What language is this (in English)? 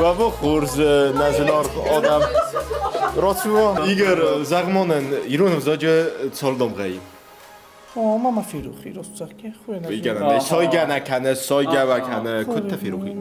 Ossetic